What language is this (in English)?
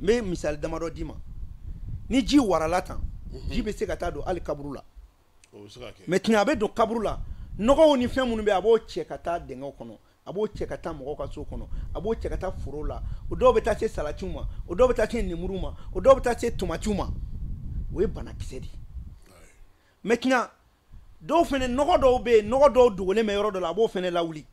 Bambara